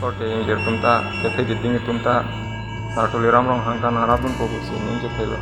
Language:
Karbi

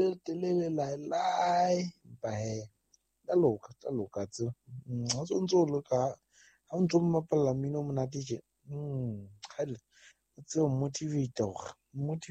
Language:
Southern Sotho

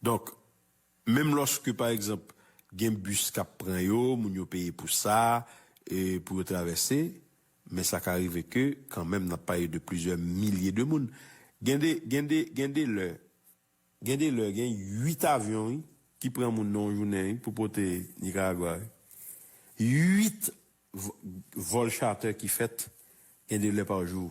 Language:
Haitian Creole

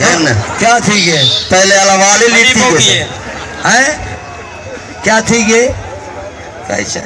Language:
Saraiki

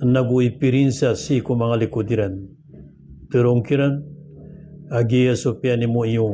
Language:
Maranao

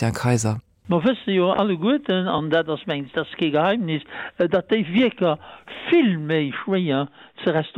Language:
Luxembourgish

